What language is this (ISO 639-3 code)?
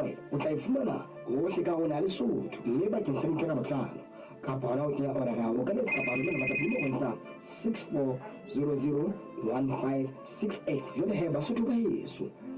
sot